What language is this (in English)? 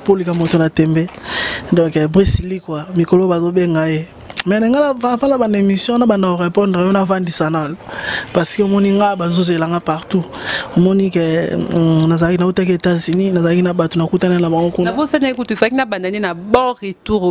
Lingala